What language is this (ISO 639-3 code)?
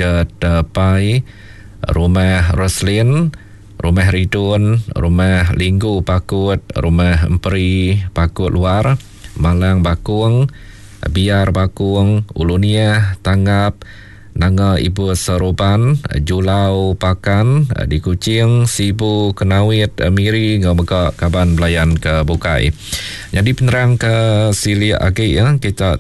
iba